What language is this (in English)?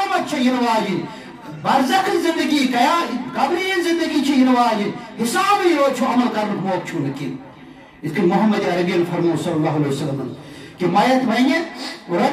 Kashmiri